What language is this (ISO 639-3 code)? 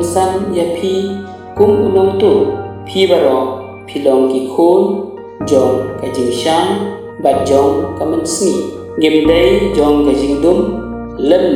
kha